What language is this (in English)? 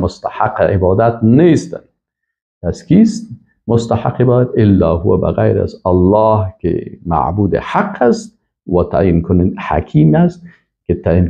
Persian